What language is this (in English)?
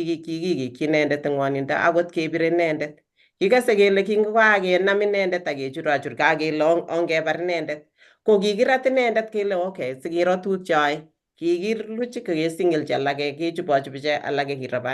Kalenjin